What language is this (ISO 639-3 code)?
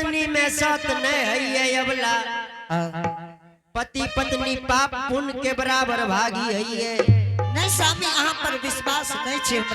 anp